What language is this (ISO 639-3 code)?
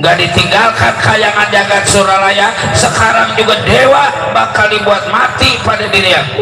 bew